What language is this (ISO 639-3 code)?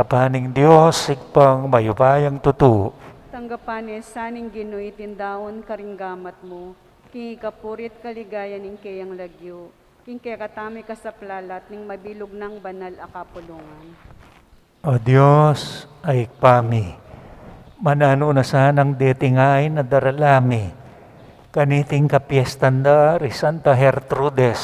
pam